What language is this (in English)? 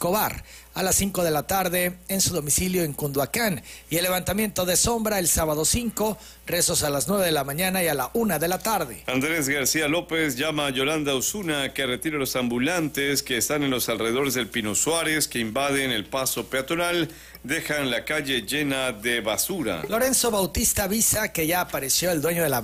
Spanish